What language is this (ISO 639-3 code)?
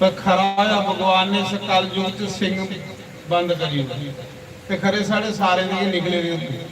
doi